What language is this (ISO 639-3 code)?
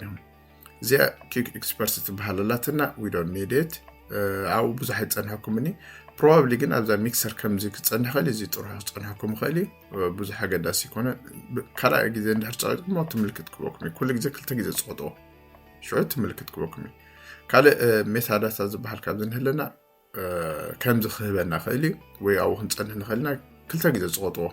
tir